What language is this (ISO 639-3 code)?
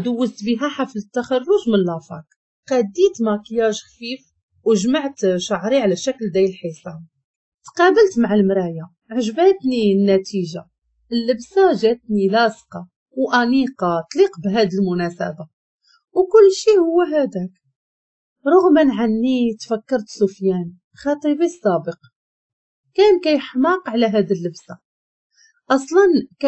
ary